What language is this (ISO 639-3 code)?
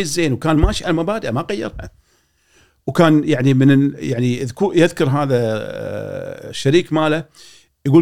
afb